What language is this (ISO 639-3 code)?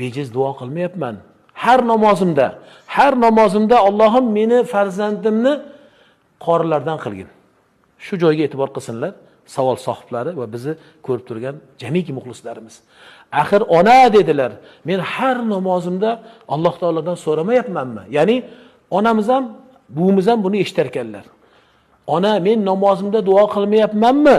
uzb